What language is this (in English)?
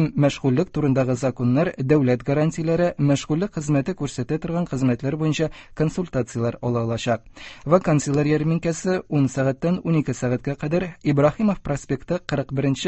Tatar